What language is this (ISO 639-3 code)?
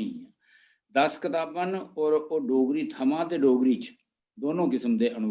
doi